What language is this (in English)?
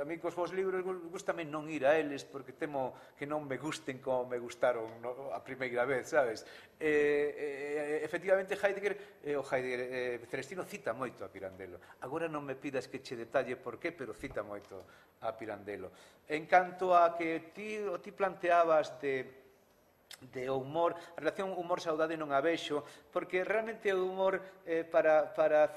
Galician